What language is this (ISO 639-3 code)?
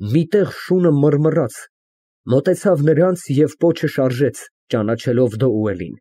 hye